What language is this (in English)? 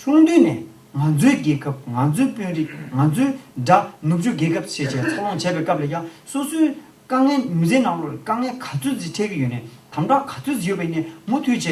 Tibetan